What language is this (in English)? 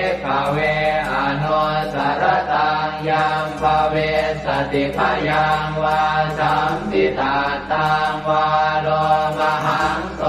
Pali